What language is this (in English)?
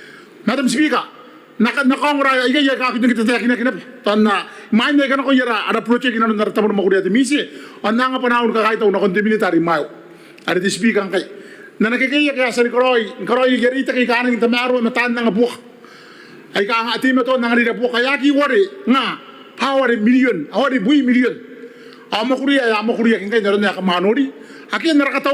Gilbertese